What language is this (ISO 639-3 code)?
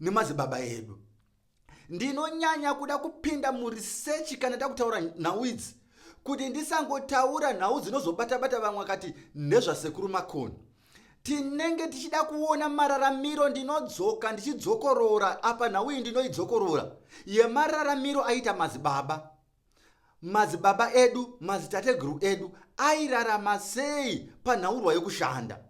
sna